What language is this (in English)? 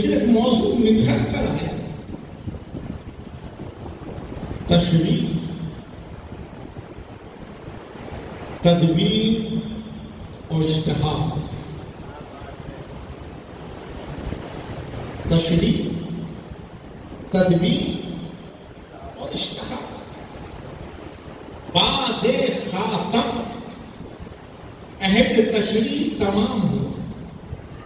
Urdu